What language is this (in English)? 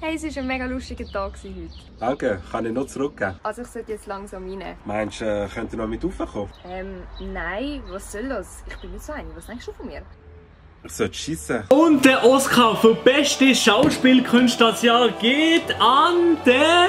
Swiss German